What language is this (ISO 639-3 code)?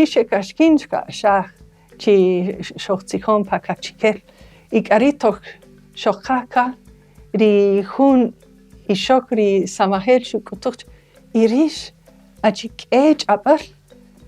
cak